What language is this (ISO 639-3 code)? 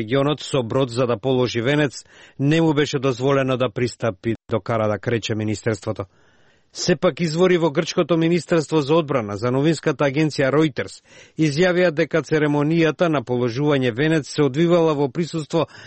mkd